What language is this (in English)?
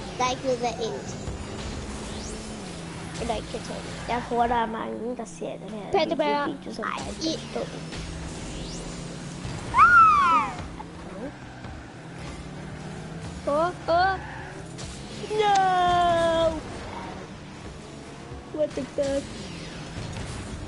Danish